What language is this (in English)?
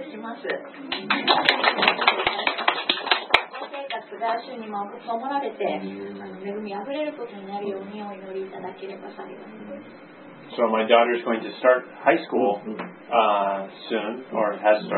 Japanese